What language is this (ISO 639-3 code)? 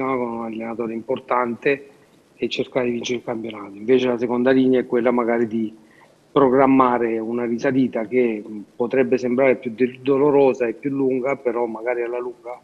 ita